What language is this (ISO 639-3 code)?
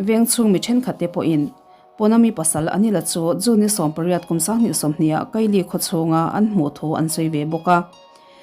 lus